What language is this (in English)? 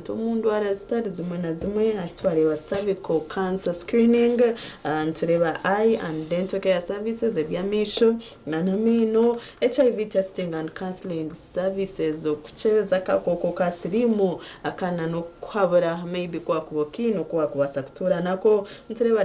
Nyankole